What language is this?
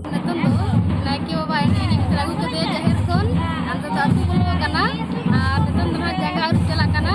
Santali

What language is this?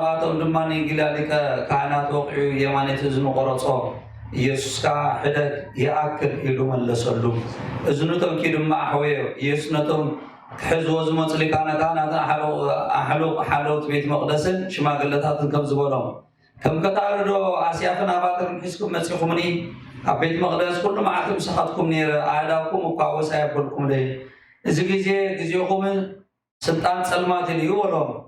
Tigrinya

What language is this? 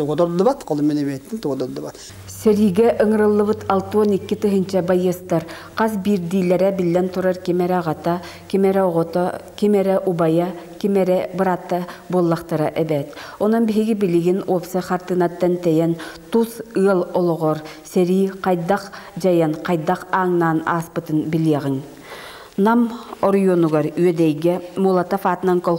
Yakut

